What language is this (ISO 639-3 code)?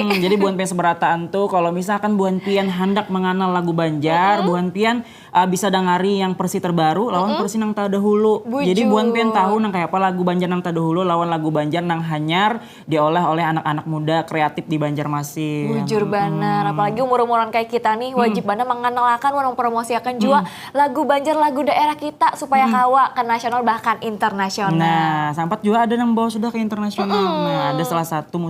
bjn